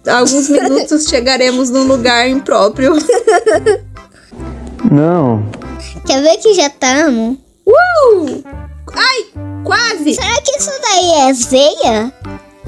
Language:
Portuguese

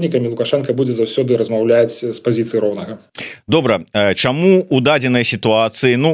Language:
Belarusian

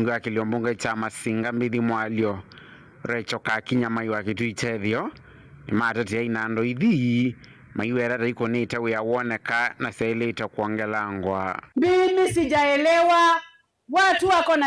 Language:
Kamba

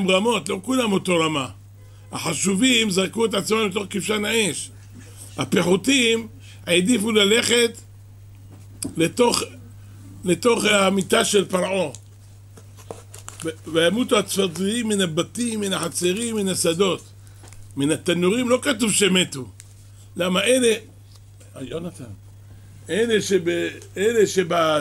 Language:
Hebrew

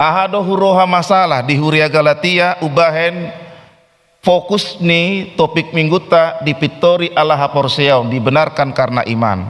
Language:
Batak Toba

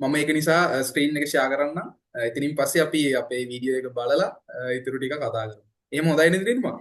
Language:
Sinhala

